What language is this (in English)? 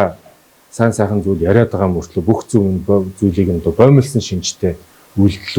Mongolian